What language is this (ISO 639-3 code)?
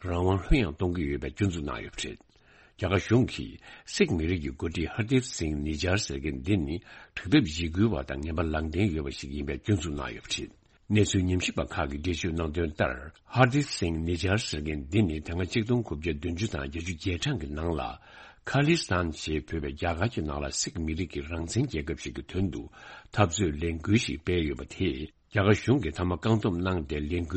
bod